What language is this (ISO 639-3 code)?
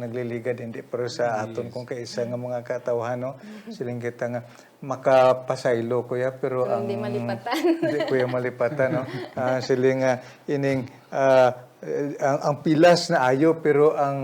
hil